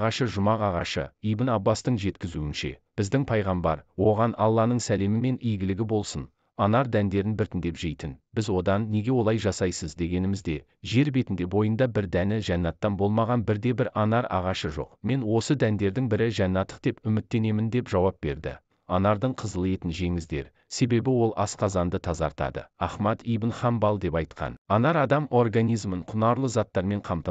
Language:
Kazakh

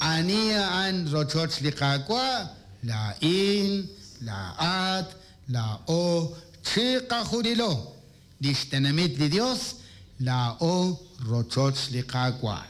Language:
Kekchí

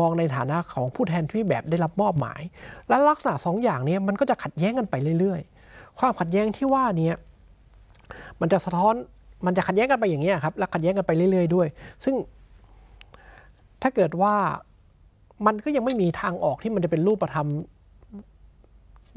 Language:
Thai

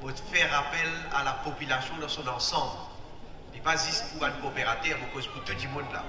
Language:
Morisyen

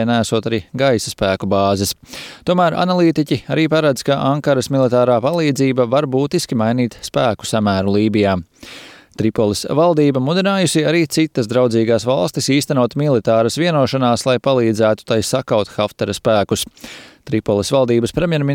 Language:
Latvian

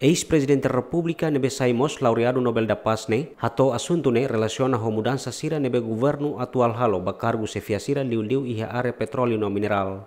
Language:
Tetum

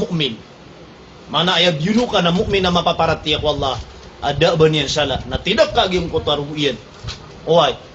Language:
Maranao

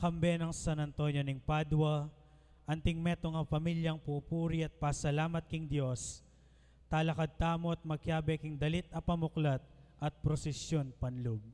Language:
Pampanga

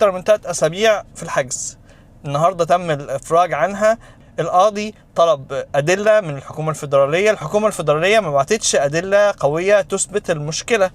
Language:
Egyptian Arabic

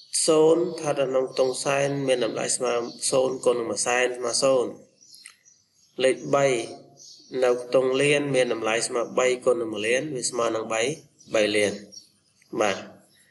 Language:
Khmer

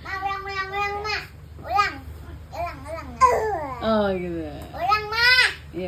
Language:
Betawi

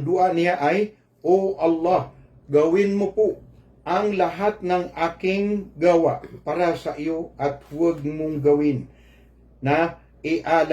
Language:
Maranao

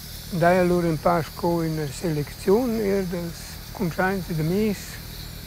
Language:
Romansh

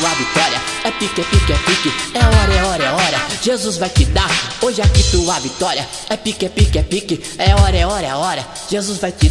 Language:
Portuguese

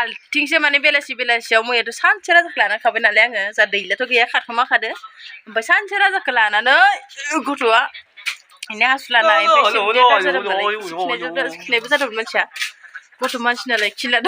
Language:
Bodo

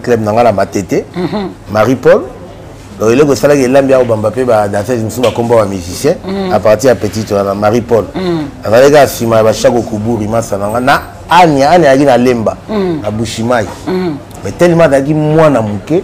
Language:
Lingala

